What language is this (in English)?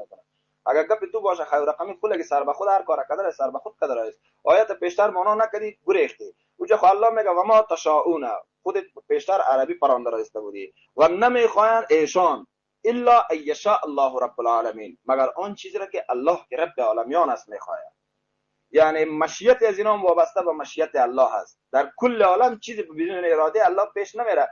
Tajik